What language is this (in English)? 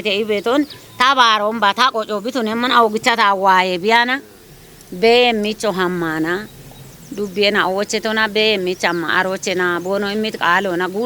Kafa